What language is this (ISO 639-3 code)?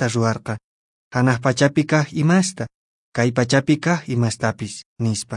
que